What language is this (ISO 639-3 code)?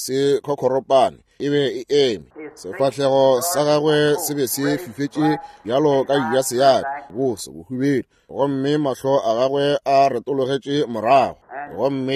nso